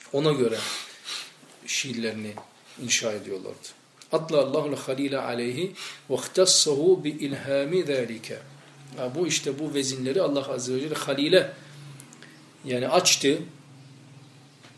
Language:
Turkish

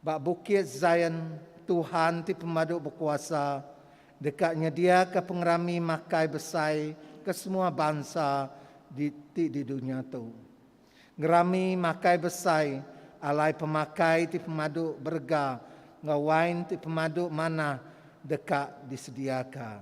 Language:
Iban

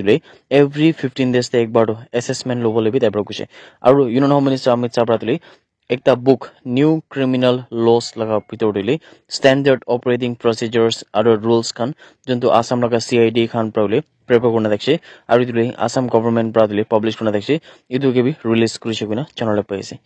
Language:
Naga Pidgin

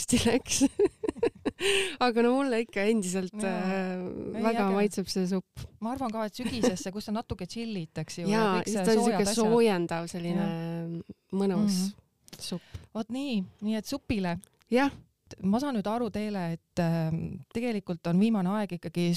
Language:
Estonian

